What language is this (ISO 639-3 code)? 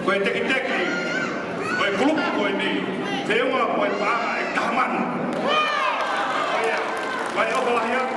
ton